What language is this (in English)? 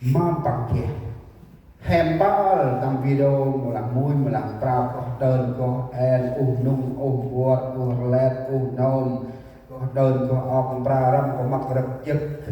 Central Mnong